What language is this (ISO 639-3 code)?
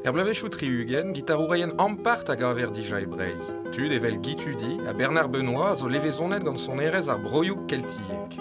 bre